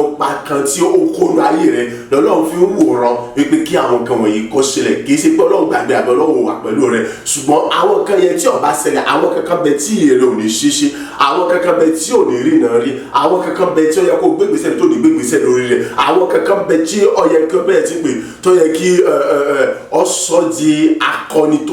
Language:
Yoruba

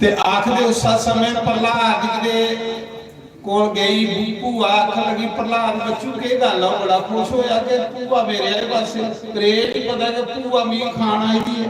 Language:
Dogri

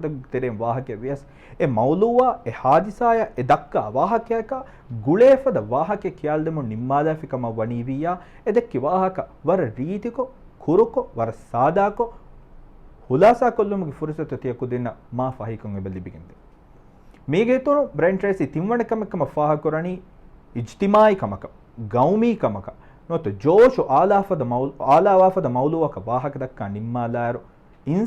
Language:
Divehi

